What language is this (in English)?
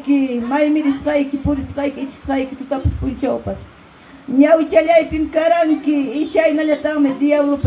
Ayacucho Quechua